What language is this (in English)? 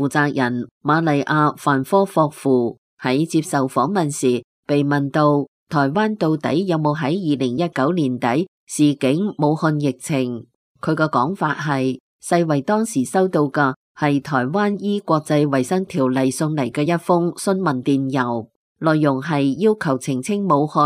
Cantonese